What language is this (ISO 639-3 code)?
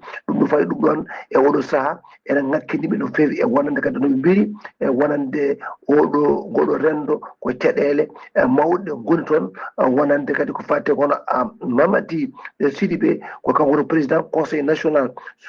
ful